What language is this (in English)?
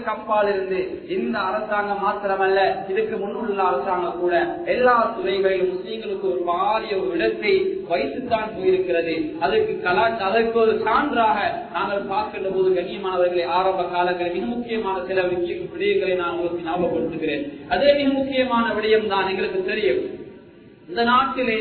Tamil